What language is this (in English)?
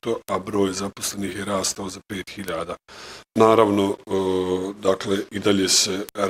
Bosnian